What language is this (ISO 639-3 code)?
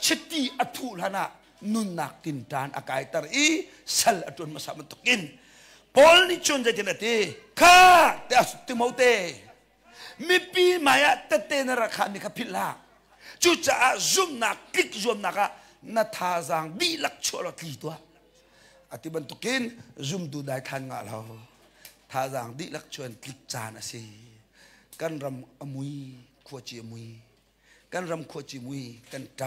cnh